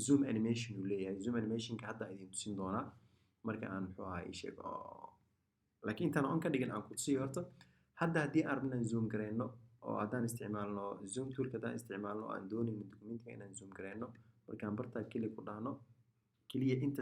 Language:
Somali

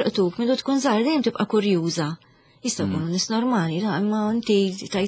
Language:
Maltese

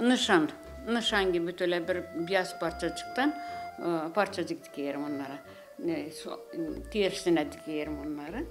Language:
Gagauz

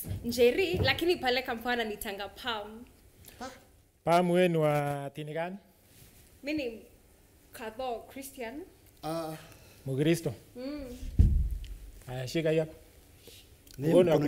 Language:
Swahili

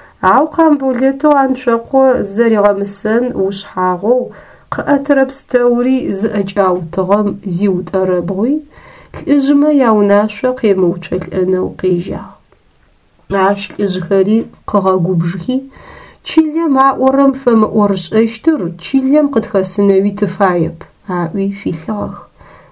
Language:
Adyghe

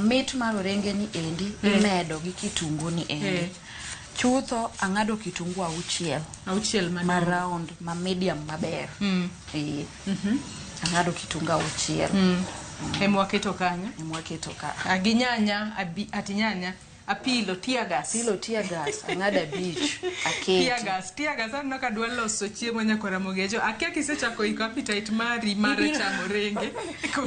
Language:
Luo (Kenya and Tanzania)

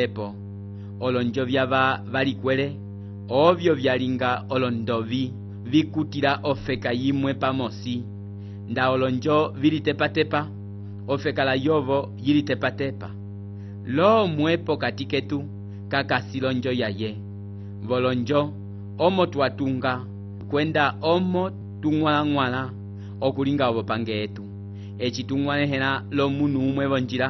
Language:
Umbundu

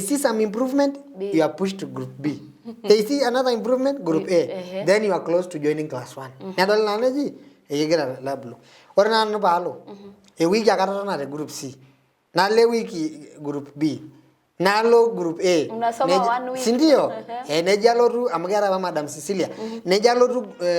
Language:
Masai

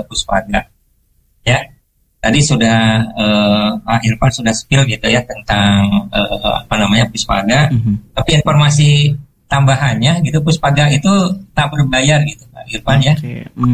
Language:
Indonesian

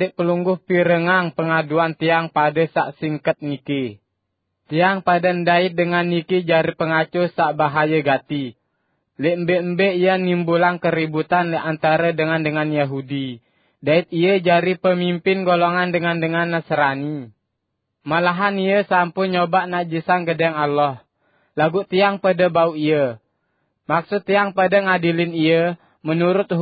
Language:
Sasak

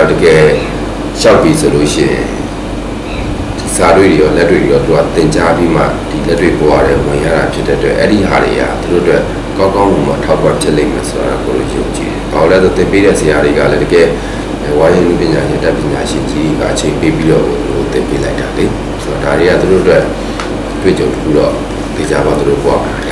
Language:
Burmese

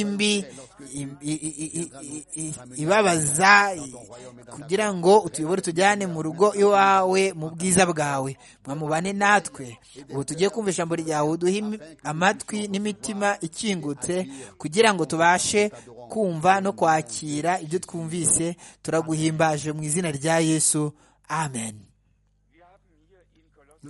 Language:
Kinyarwanda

